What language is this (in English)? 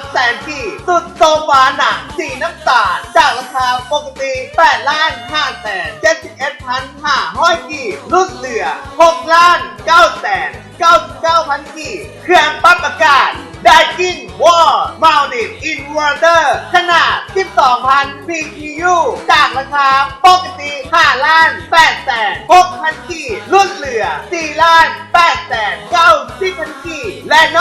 Lao